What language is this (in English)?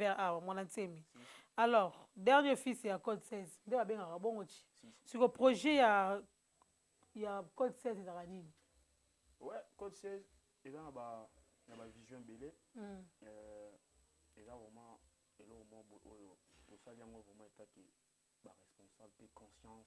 Lingala